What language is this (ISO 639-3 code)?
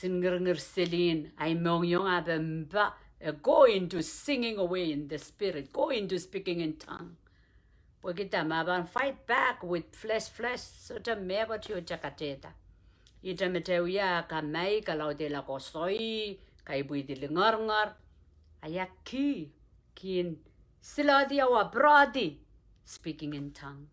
pon